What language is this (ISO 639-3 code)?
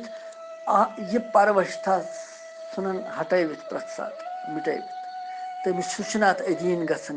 kas